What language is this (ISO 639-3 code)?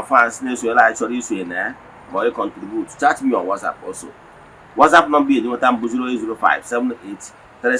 ibo